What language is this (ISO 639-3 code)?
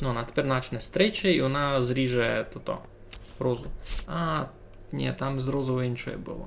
rue